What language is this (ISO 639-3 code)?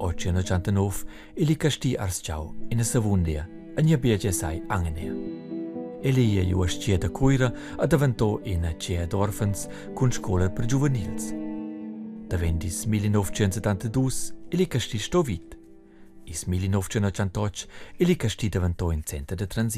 roh